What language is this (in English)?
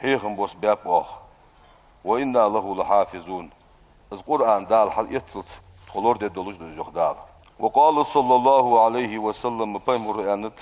Ingush